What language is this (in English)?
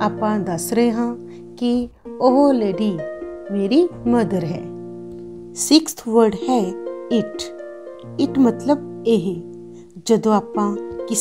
Punjabi